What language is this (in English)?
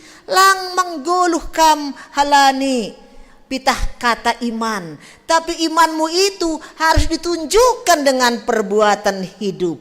Batak Simalungun